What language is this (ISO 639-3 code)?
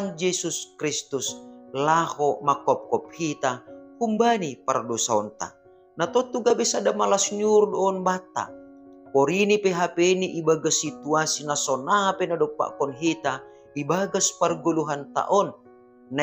bts